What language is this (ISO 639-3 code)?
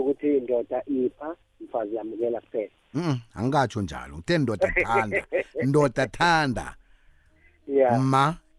nbl